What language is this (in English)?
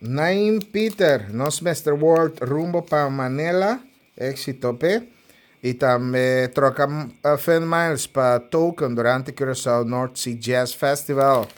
Papiamento